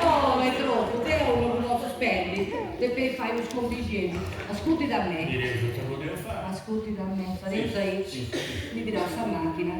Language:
Sardinian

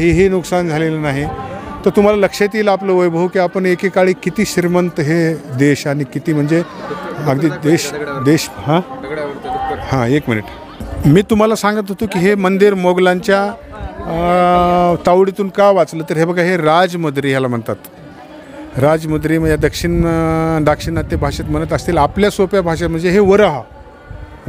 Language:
Marathi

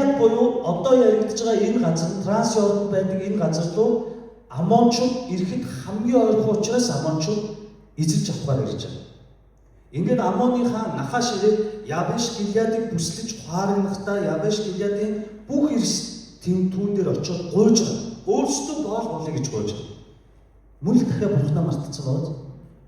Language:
Mongolian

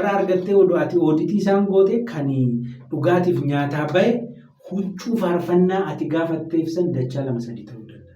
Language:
Oromo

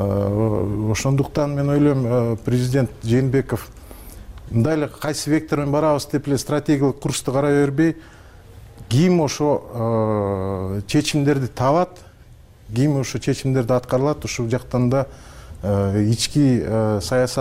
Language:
Kyrgyz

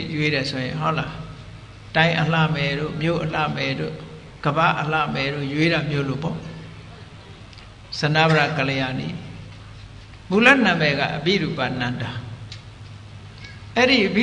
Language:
Burmese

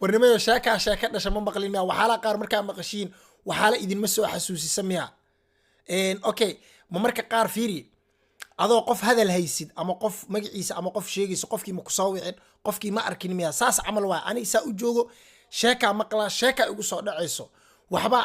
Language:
Somali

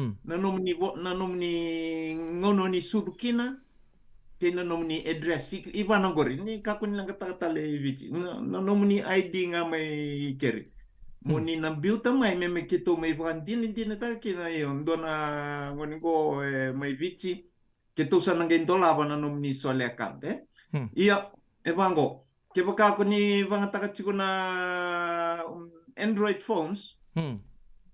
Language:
Fijian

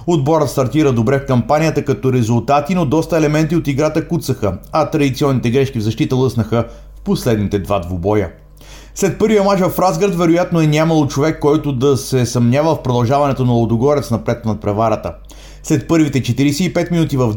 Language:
Bulgarian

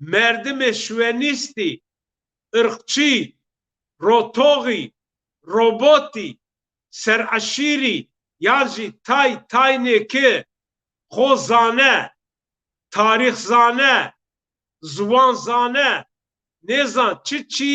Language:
Zaza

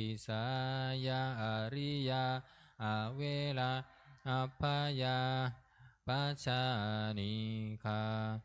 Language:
Pali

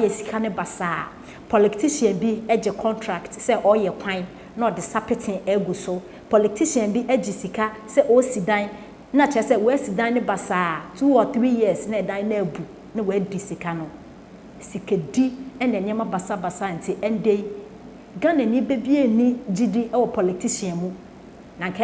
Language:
Akan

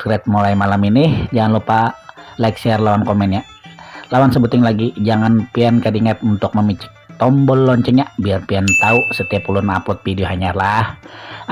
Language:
Banjar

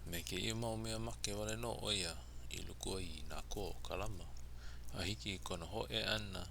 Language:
Hawaiian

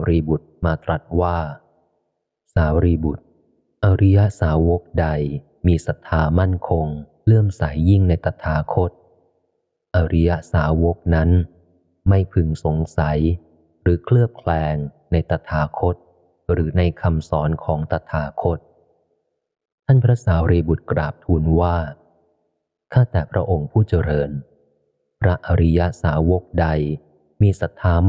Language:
Thai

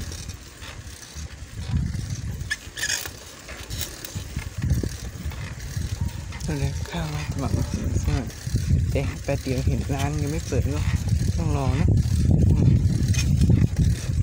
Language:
Thai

